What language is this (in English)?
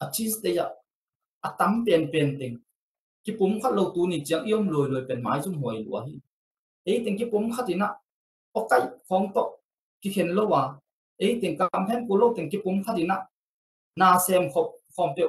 Tedim Chin